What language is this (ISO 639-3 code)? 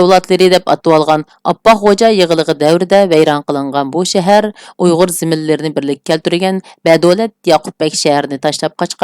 uig